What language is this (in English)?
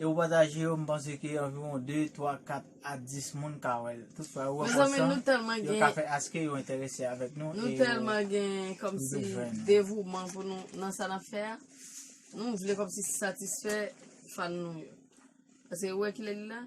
Haitian Creole